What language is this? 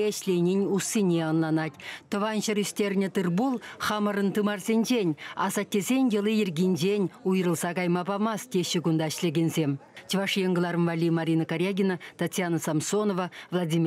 Chuvash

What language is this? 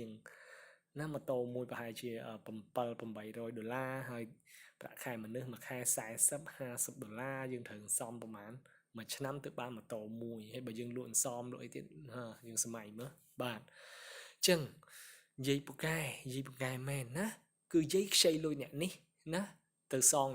Khmer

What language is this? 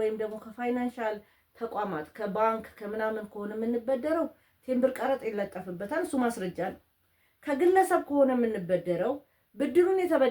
Amharic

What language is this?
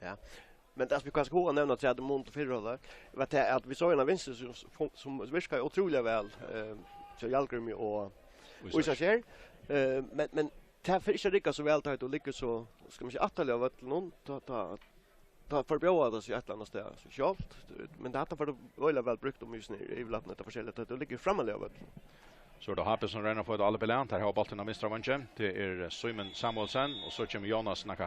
Faroese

